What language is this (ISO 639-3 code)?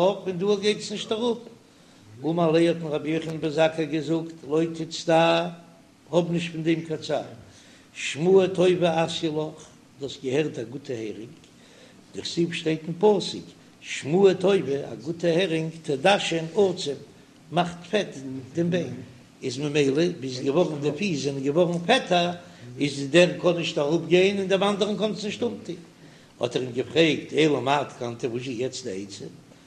yid